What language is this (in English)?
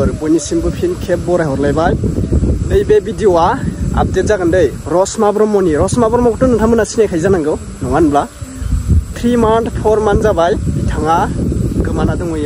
Bodo